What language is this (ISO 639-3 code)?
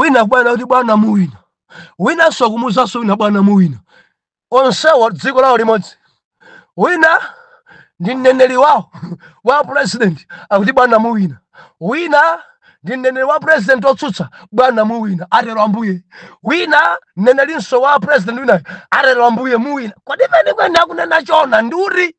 nya